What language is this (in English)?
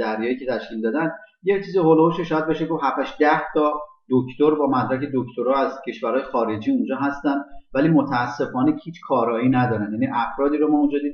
Persian